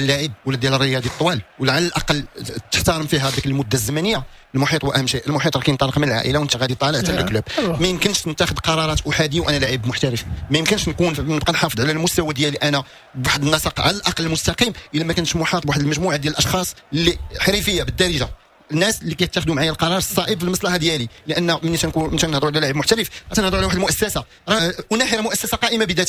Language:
Moroccan Arabic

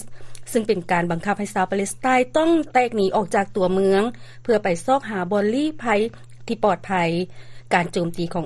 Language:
Lao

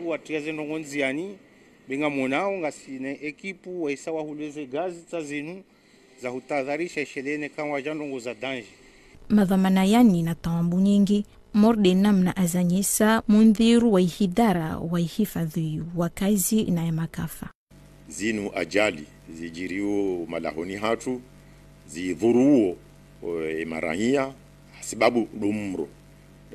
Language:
Ngazidja Comorian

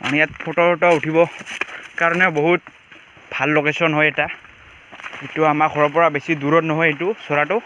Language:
Assamese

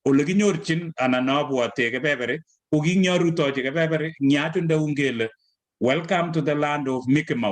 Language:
Kalenjin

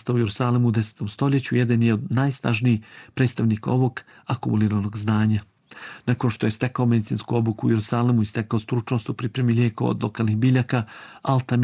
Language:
Bosnian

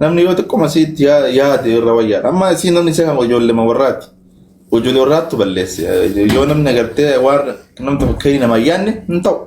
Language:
Oromo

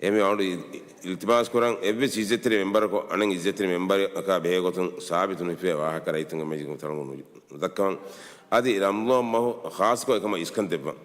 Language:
Divehi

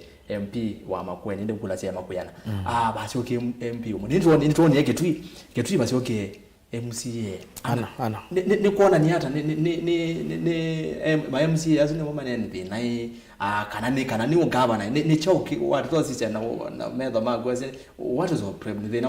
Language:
Kamba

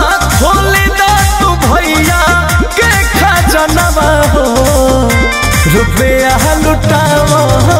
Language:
Bhojpuri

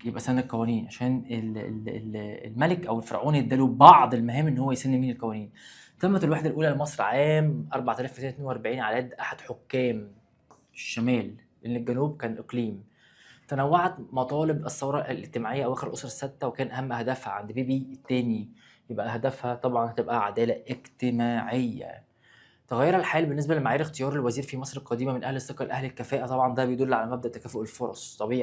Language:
Egyptian Arabic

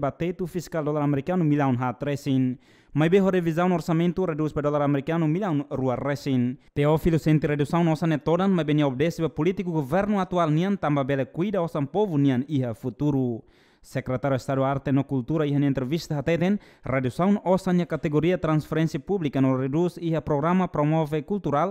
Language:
Tetum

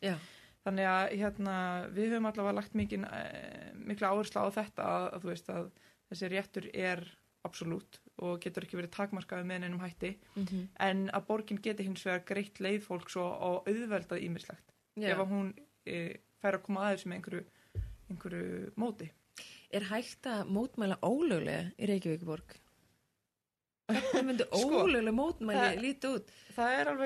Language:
Icelandic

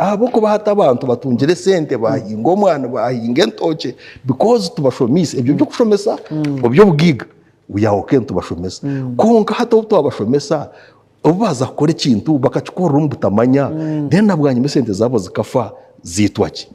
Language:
Nyankole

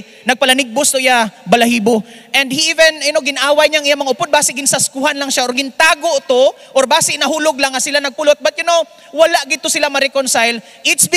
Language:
Hiligaynon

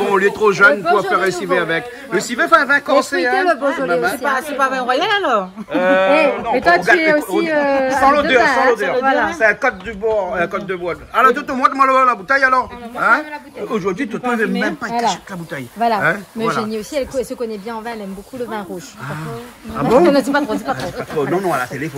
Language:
Réunion Creole French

